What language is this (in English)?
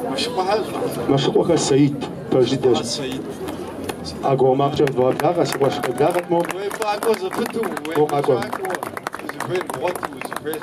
Kabardian